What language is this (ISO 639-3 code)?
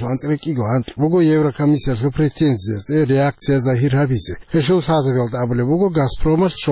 ava